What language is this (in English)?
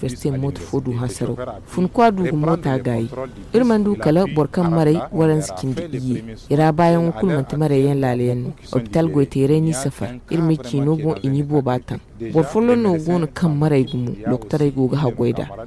Zarma